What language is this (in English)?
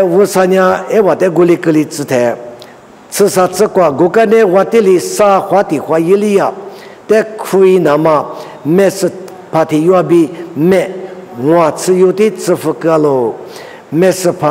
Lisu